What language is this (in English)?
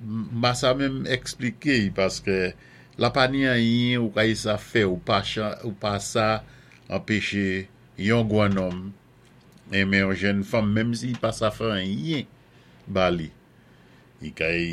Saint Lucian Creole French